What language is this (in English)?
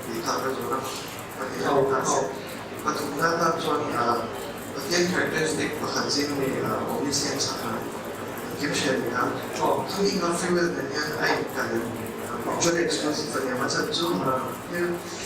Mizo